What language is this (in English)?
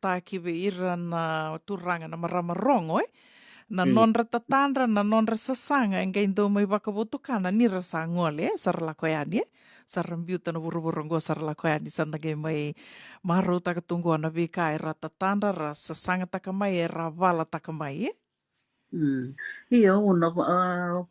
Fijian